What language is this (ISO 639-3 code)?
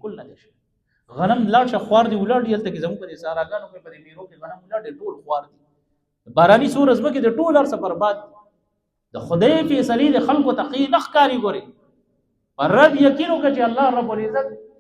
pus